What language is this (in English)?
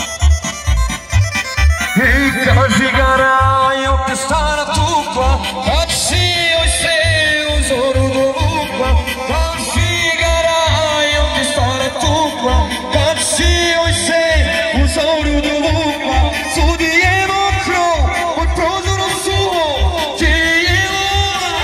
Croatian